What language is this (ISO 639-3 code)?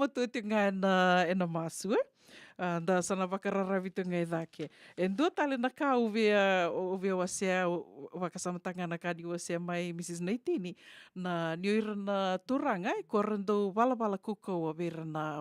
fij